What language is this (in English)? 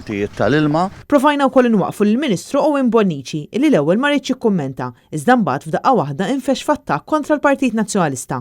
Maltese